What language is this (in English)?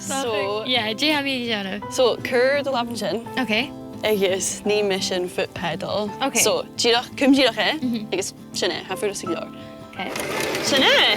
Scottish Gaelic